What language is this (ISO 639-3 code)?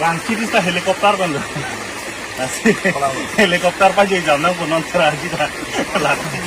mjw